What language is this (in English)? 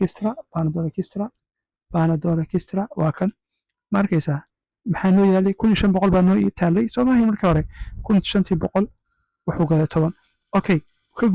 Somali